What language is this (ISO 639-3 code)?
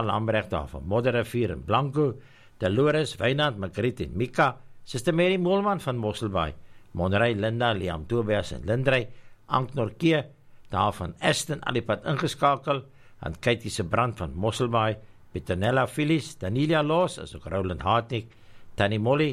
afr